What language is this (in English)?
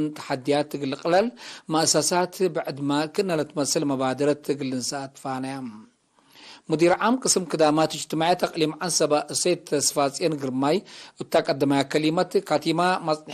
Tigre